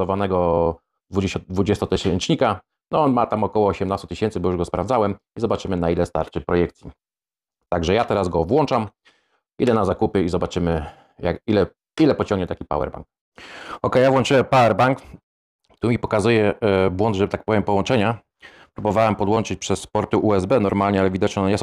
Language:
Polish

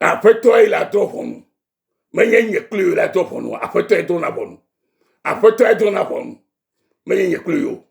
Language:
Ewe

